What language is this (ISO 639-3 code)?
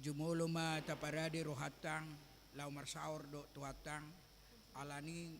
bbc